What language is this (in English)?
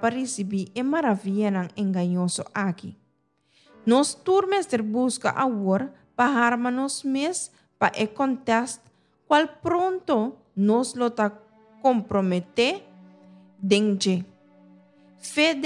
Papiamento